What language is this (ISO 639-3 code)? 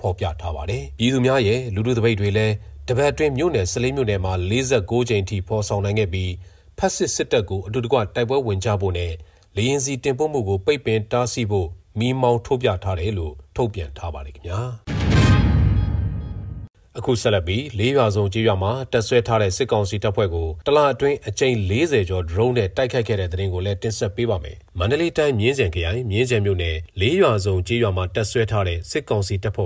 mya